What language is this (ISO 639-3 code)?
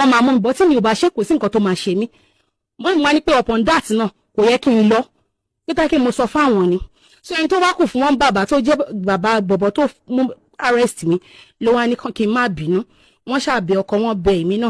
yor